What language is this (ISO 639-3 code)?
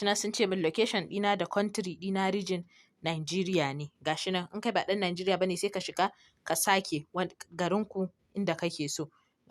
hau